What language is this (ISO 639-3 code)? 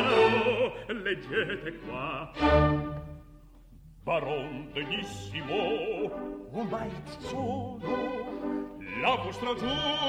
ita